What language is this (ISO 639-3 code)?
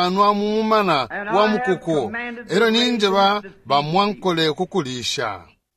bem